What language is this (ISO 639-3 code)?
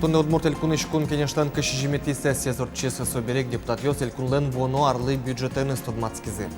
udm